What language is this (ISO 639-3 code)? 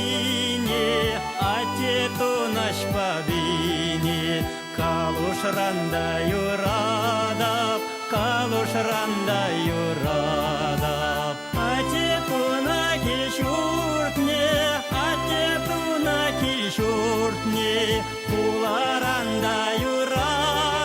chv